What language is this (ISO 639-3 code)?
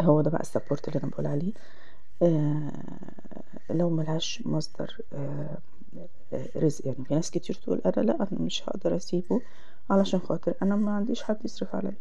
arz